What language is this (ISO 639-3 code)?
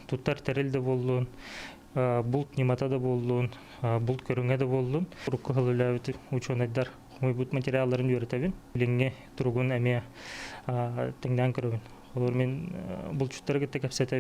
sah